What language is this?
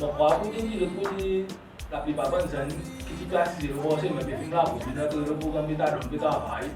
Seselwa Creole French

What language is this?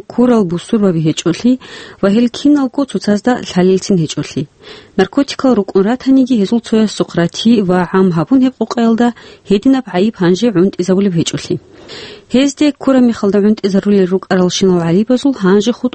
Avaric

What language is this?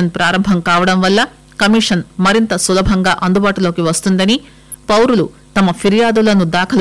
Telugu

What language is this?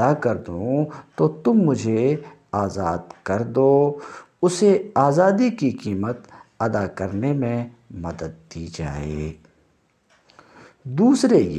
Urdu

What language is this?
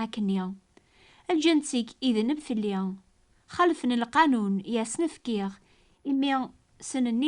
Kabyle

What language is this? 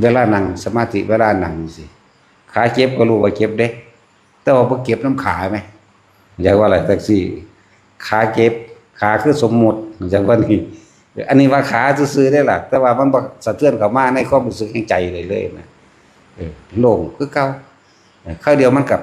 Northeastern Thai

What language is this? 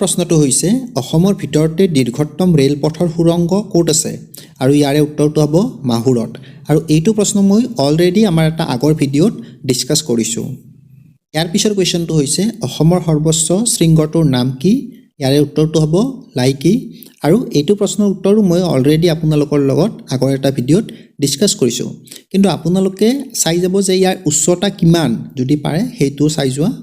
Assamese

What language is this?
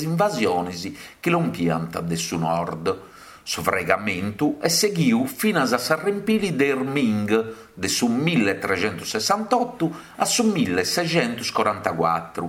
Sardinian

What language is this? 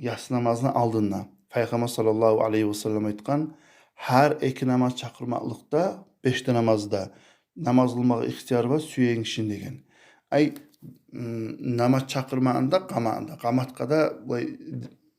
Kumyk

